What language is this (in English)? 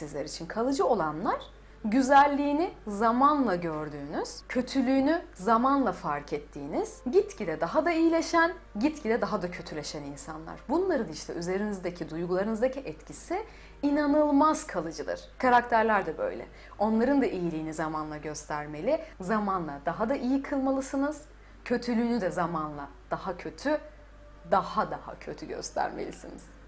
Turkish